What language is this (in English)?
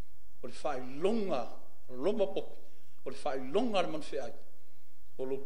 Samoan